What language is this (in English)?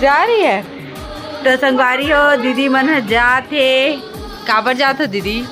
Chhattisgarhi